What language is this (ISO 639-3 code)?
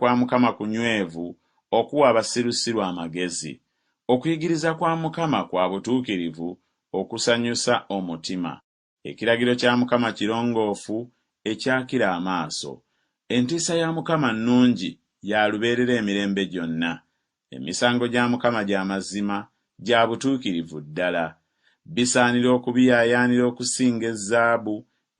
lug